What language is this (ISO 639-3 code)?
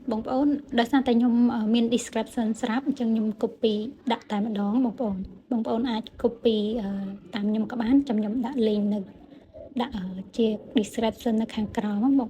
khm